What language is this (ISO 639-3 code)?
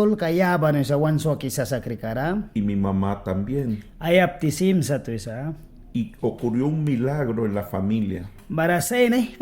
miq